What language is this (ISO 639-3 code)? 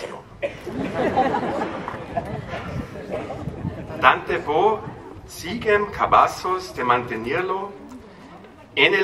cat